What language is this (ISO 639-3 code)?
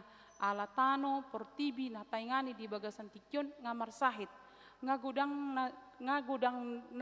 bbc